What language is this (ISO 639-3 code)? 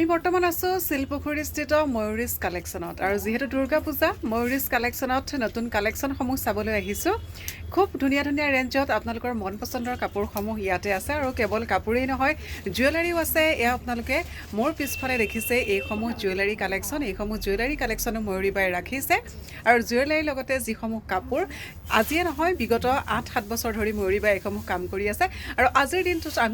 asm